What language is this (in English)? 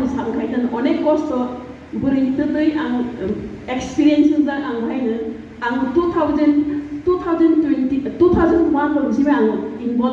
Riang (India)